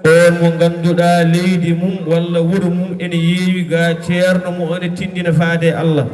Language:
Fula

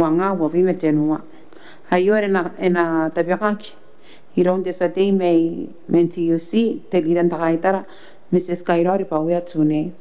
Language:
Gilbertese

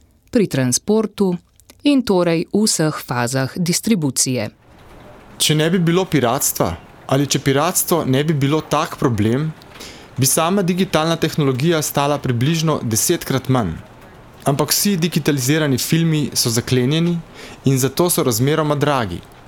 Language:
Slovenian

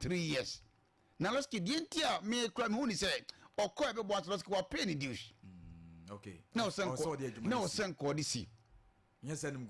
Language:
Akan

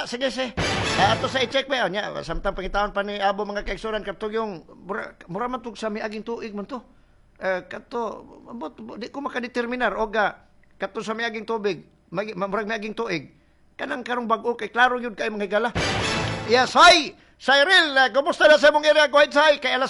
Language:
Cebuano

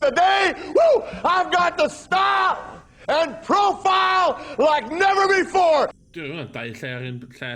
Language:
Welsh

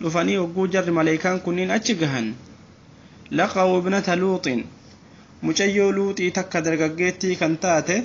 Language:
Oromo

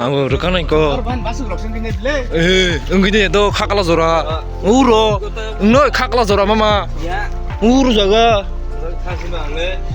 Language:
Kok Borok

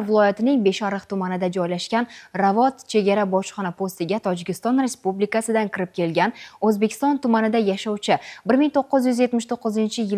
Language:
Uzbek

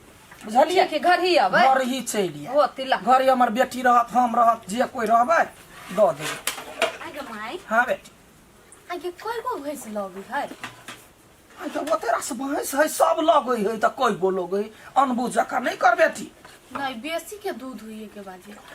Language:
Maithili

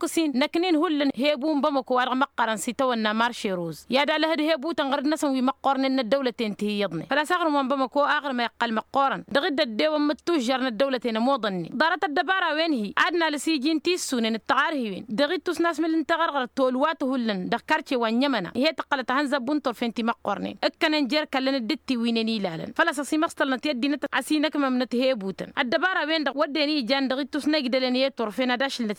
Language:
Tamasheq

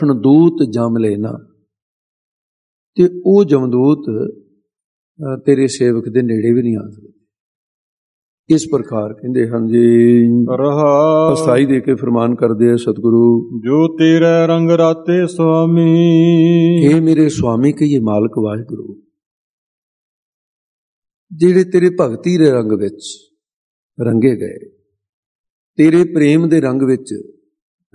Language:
Punjabi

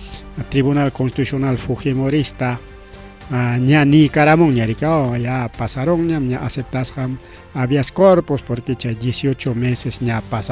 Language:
Ayacucho Quechua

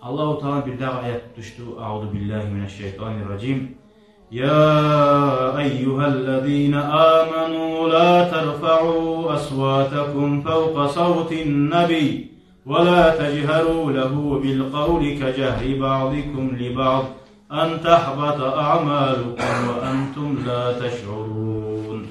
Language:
Kumyk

